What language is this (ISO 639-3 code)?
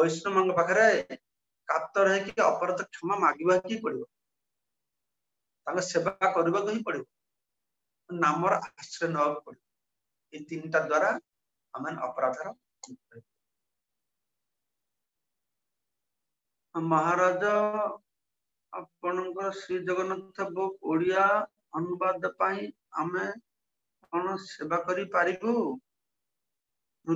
ori